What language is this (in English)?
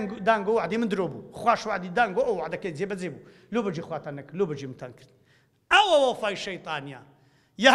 Central Kurdish